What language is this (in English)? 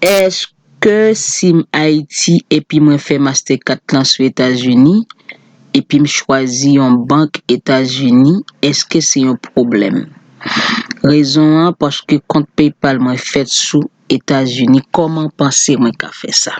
Haitian Creole